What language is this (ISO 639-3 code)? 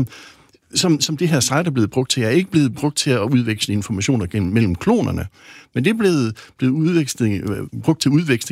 dan